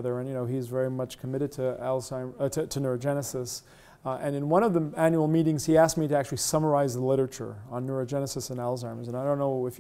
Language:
English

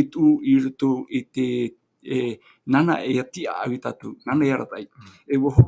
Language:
Tahitian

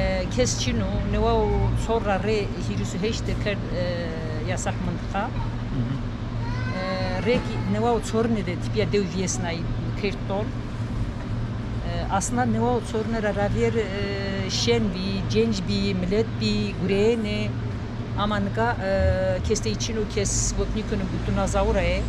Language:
Zaza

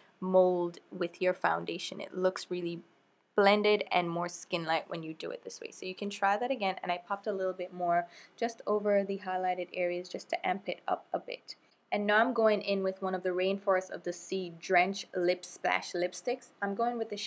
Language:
English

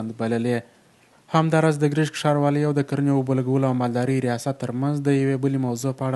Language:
Pashto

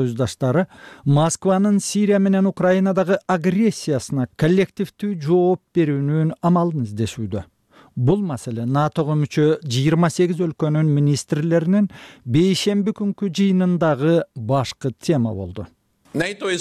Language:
Kyrgyz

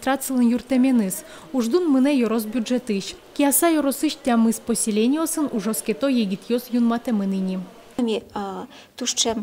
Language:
Udmurt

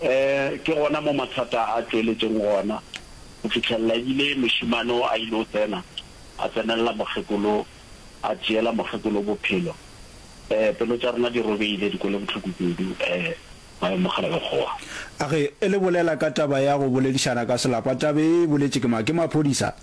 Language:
Northern Sotho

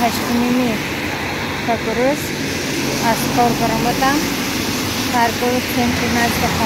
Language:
Tajik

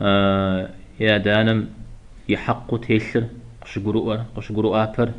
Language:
Kabardian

